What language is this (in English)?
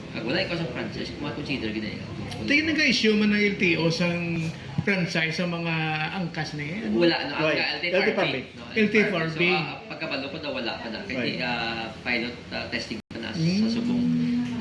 Hiligaynon